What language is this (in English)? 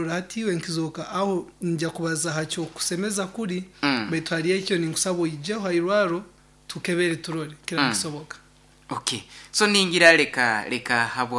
Nyoro